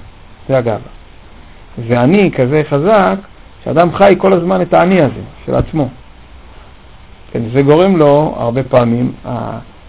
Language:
Hebrew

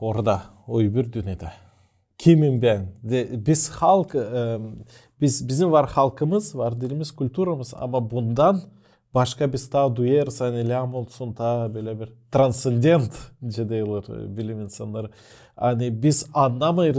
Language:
Gagauz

